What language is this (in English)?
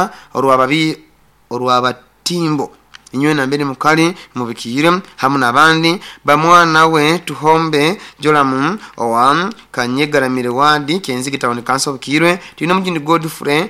Nyoro